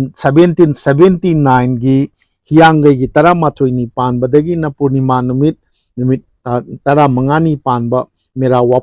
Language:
Manipuri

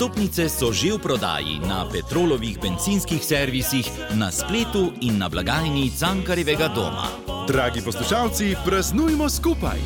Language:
Slovenian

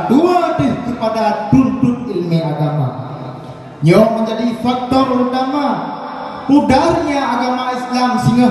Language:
Achinese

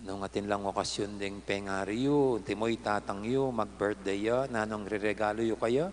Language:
Pampanga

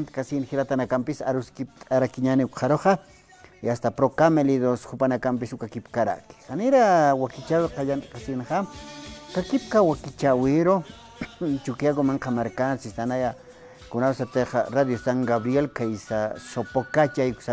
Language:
Aymara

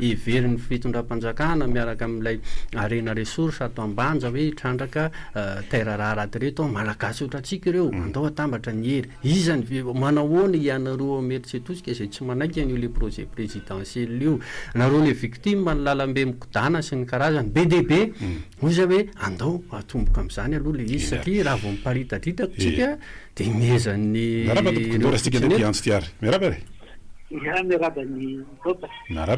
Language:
Malagasy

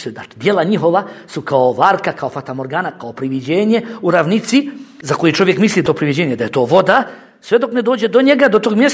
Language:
Bosnian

